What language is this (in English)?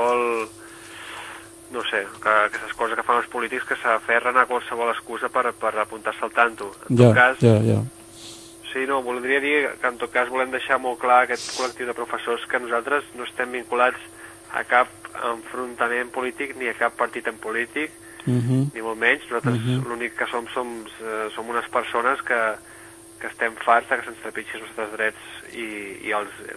Catalan